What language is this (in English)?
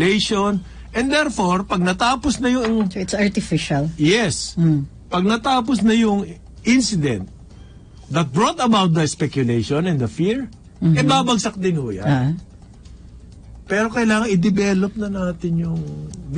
Filipino